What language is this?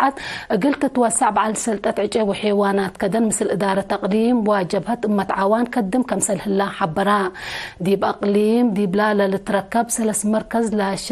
Tigre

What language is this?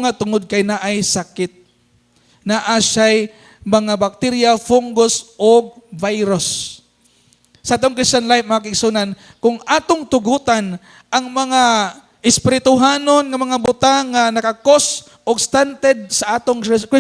Cebuano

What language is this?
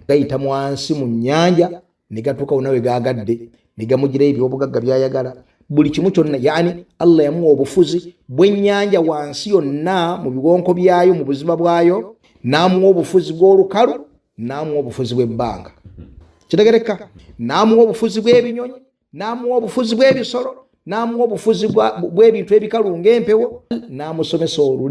Ganda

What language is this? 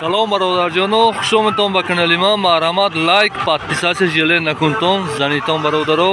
Tajik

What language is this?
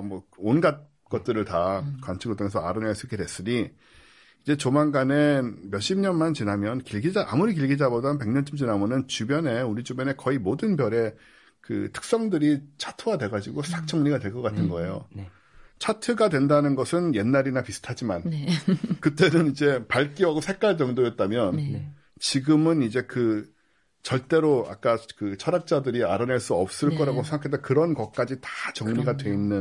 Korean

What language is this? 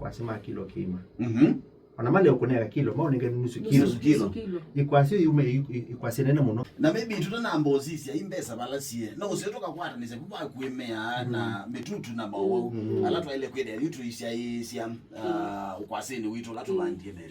Kamba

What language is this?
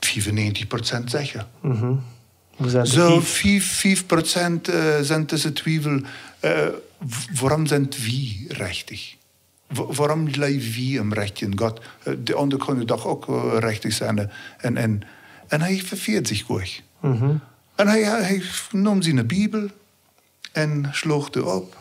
Plautdietsch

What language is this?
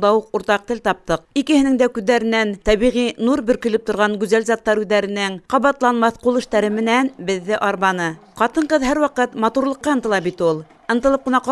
Bashkir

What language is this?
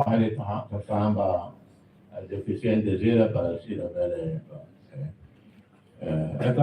Tetum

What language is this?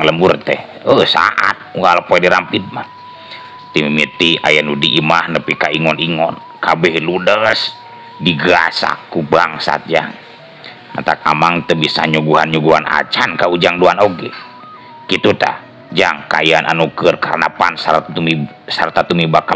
Sundanese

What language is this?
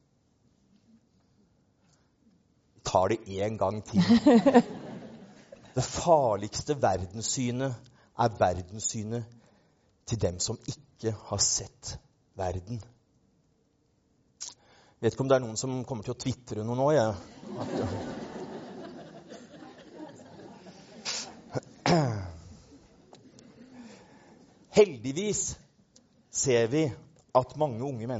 Norwegian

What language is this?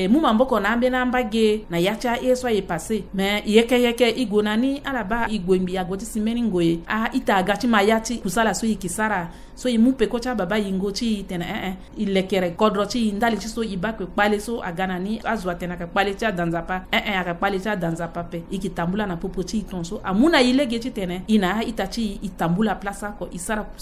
Sango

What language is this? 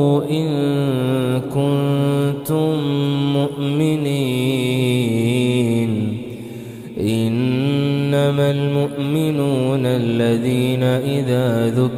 Arabic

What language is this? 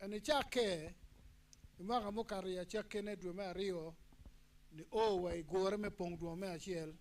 Acoli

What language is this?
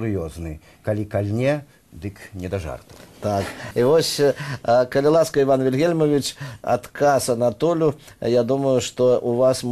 Belarusian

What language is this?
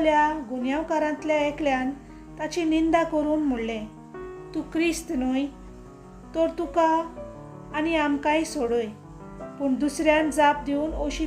Konkani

